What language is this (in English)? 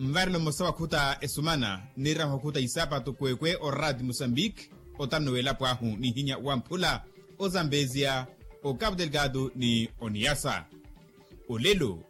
Makhuwa